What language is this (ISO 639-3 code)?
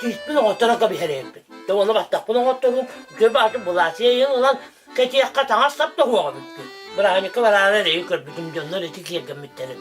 sah